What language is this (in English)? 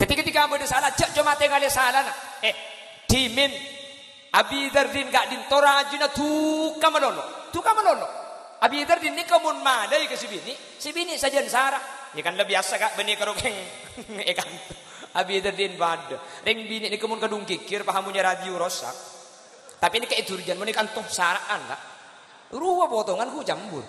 Madurese